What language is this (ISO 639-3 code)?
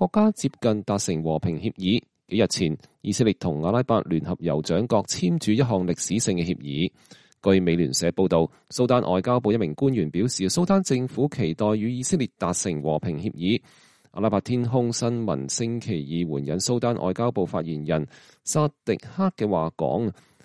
yue